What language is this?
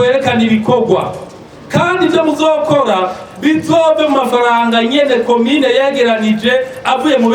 Rundi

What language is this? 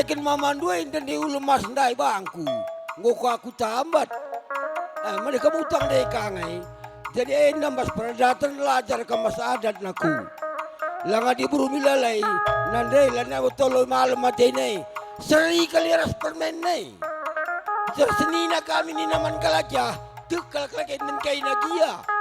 Batak Karo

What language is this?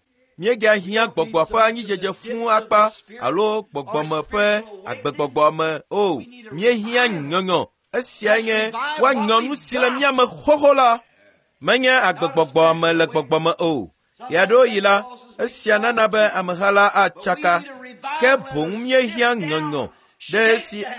Ewe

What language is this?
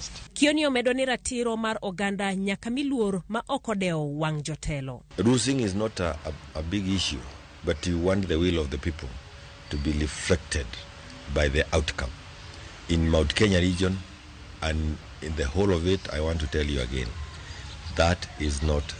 Luo (Kenya and Tanzania)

